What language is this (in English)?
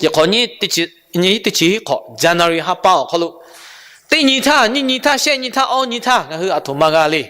Lahu